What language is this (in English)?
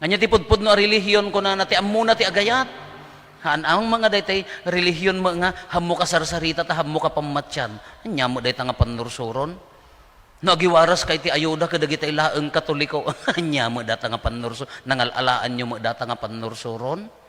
Iloko